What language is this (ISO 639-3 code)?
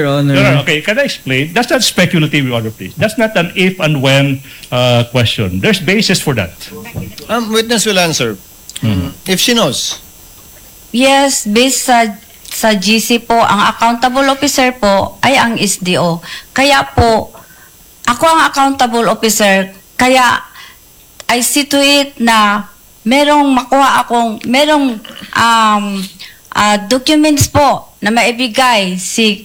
fil